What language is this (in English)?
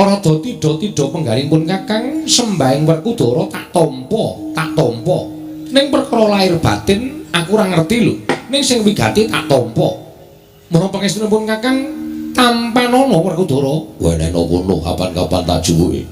Javanese